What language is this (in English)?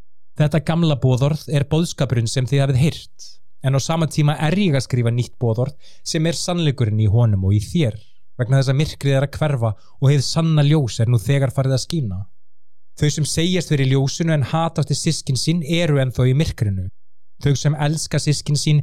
Icelandic